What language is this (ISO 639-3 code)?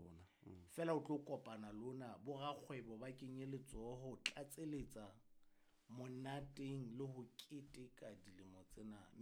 sot